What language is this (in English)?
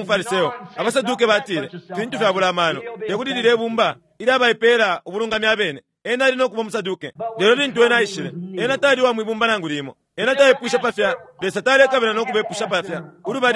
Bemba